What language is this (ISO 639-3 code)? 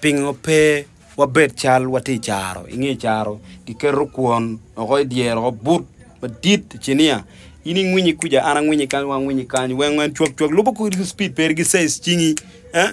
ach